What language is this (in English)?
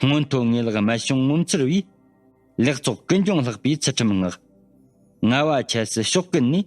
Tibetan